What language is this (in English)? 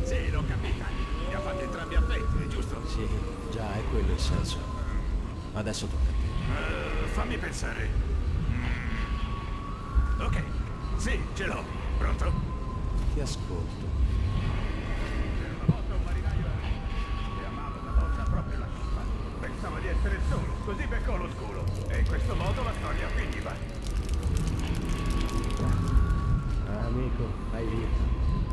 Italian